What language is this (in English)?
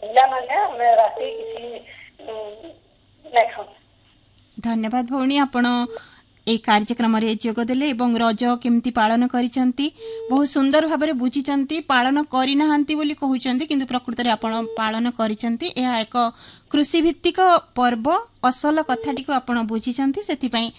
Odia